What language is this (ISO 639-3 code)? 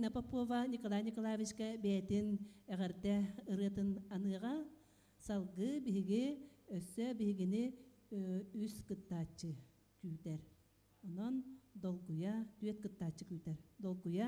sah